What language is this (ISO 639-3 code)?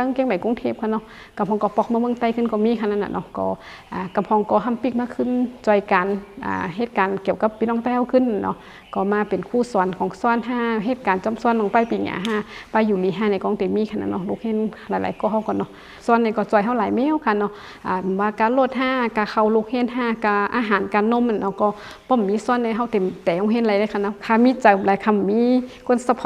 shn